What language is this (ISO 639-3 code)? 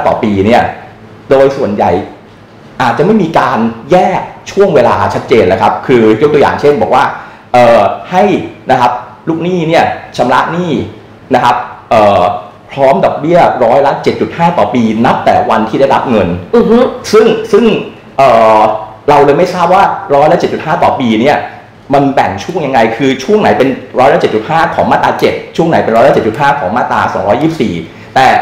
tha